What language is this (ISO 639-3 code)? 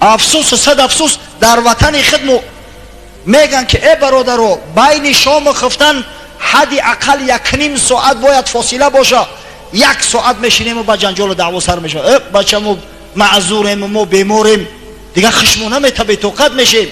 tgk